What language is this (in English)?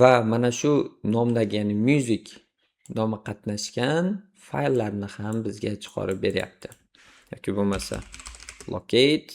Uzbek